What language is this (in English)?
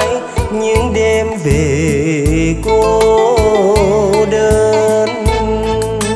Vietnamese